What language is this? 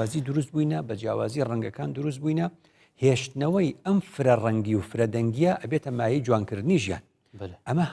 Central Kurdish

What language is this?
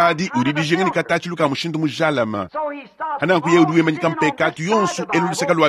Luba-Lulua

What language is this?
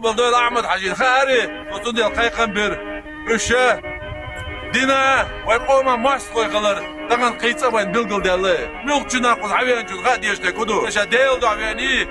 Chechen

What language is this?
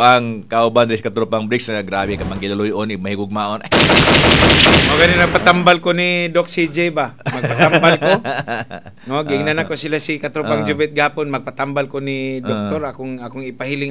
Cebuano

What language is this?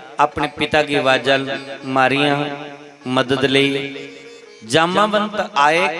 Dogri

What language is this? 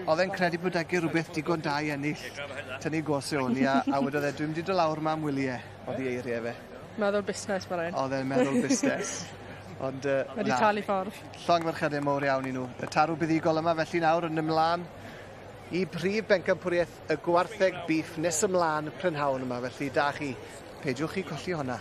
Welsh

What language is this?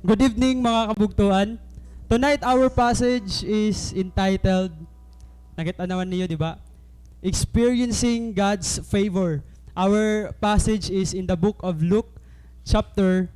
Waray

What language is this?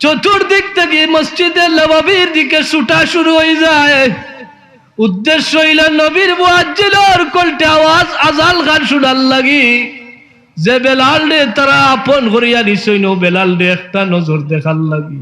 Sylheti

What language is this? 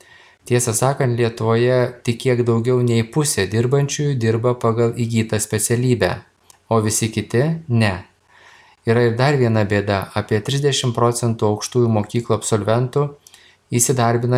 Lithuanian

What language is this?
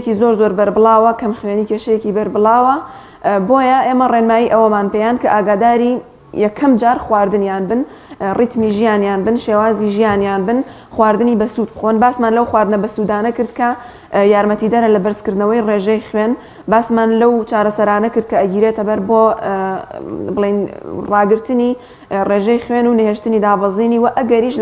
Central Kurdish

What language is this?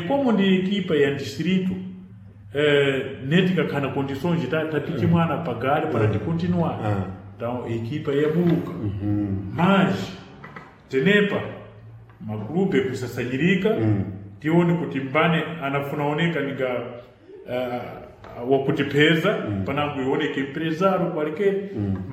Sena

